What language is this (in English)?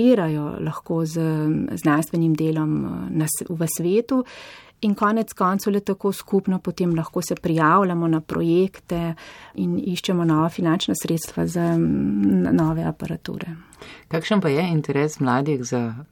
Slovenian